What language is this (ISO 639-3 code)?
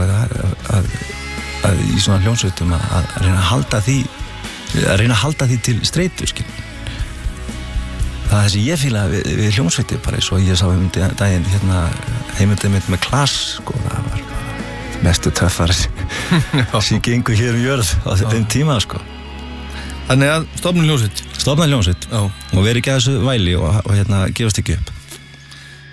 isl